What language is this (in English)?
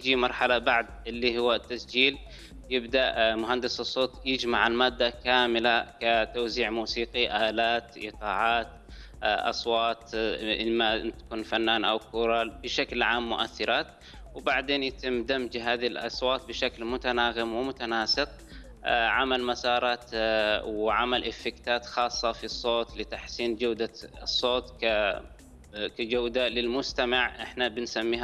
Arabic